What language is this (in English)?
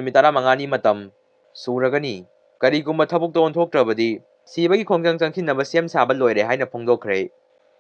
Manipuri